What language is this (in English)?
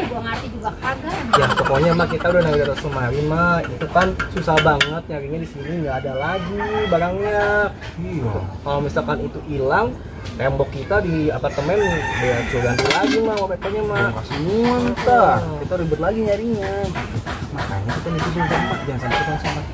Betawi